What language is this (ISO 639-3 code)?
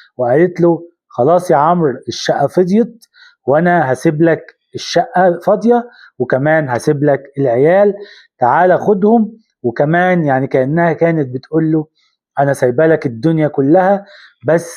arz